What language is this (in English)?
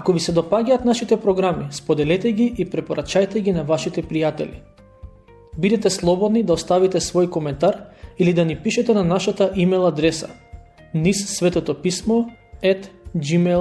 Macedonian